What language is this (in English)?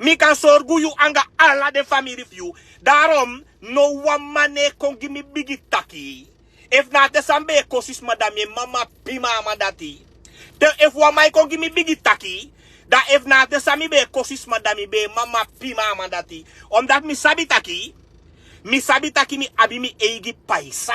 Sranan Tongo